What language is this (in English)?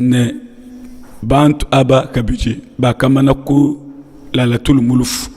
Luba-Lulua